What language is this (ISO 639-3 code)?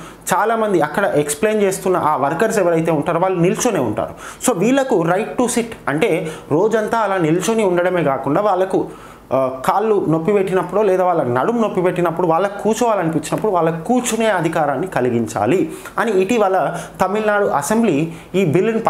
tel